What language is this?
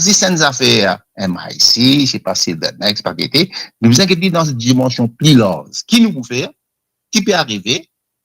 Morisyen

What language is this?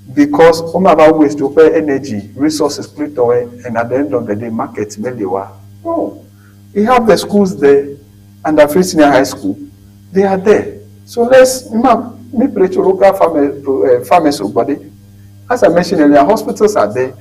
Ewe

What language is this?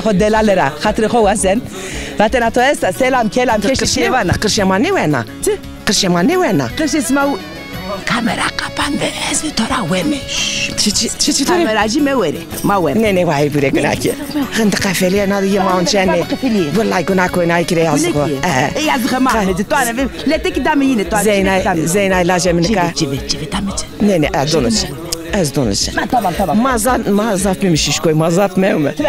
Zaza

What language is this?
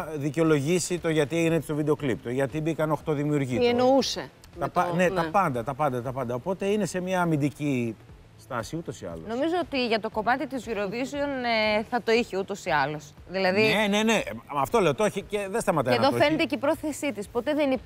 Greek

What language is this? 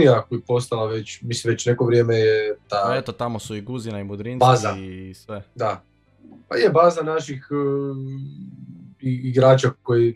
Croatian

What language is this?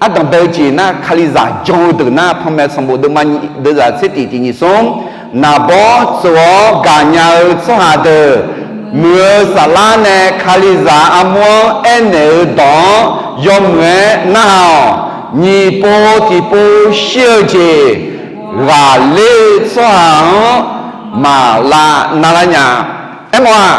Akha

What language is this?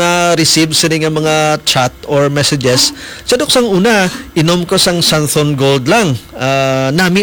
Hiligaynon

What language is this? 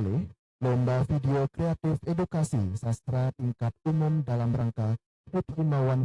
Balinese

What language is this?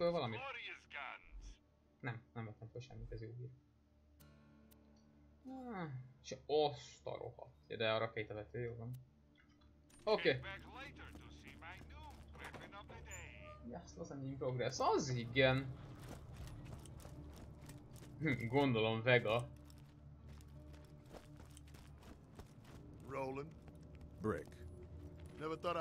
Hungarian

